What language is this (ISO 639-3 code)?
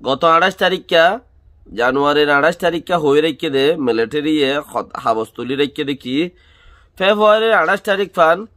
rhg